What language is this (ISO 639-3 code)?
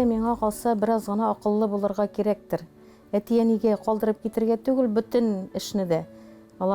tat